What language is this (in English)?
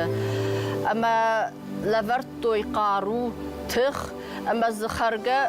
Ossetic